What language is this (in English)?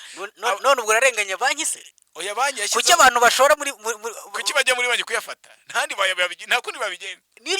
Kinyarwanda